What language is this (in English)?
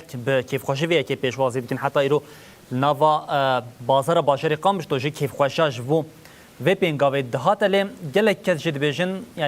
Kurdish